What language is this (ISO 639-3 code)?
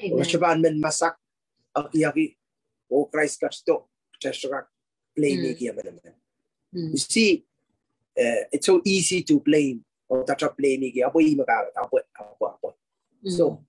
pon